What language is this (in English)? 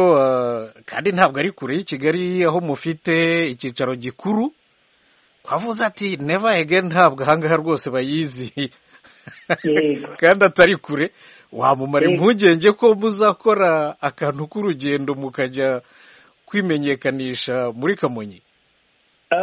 Kinyarwanda